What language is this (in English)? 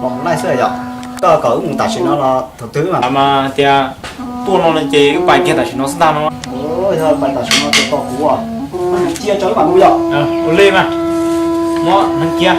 Hmong